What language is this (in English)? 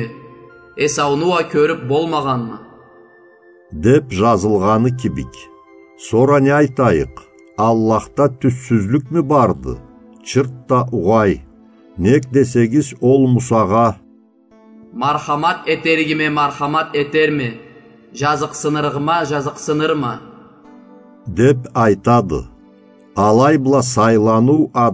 Karachay-Balkar